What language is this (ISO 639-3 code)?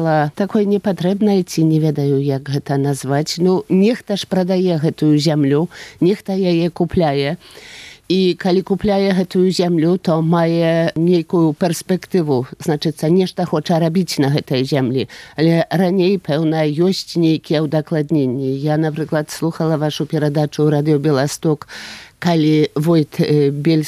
pol